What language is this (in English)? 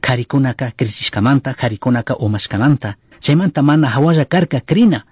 Chimborazo Highland Quichua